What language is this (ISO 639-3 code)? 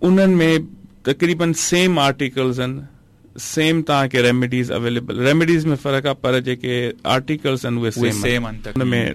skr